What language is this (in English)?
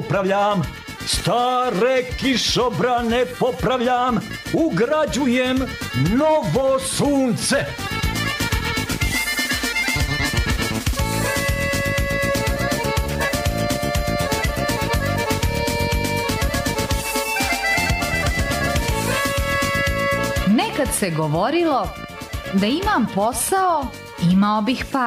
Serbian